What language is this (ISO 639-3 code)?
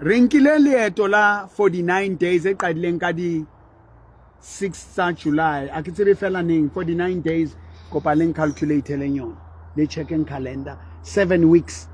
sot